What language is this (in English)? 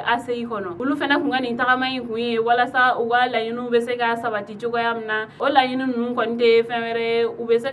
Bambara